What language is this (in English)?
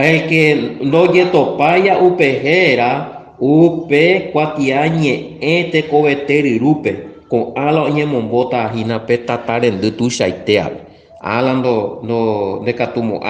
Guarani